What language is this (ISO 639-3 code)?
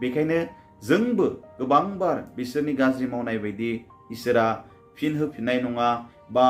brx